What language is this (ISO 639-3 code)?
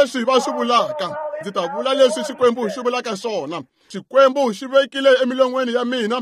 tso